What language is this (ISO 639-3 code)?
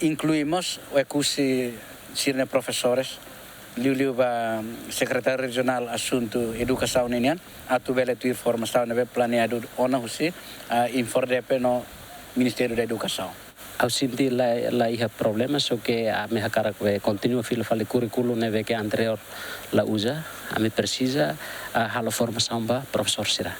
tet